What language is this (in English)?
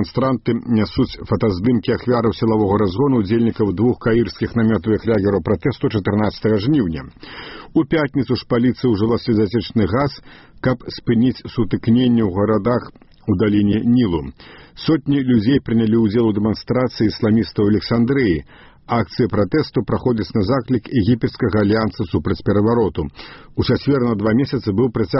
Belarusian